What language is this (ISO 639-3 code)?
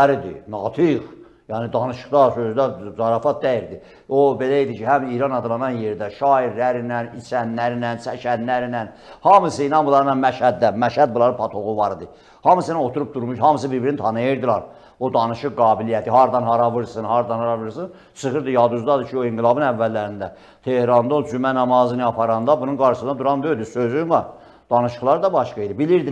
aze